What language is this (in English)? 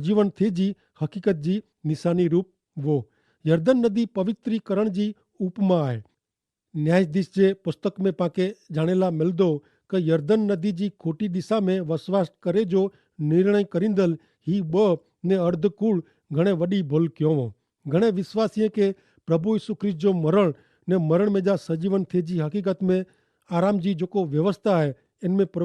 Kachhi